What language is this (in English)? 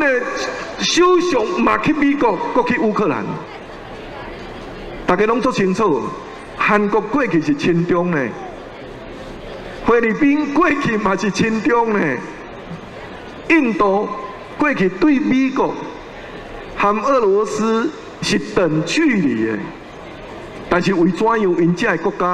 Min Nan Chinese